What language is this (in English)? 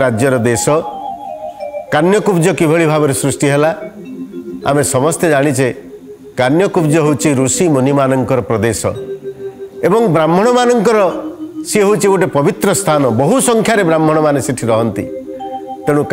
Odia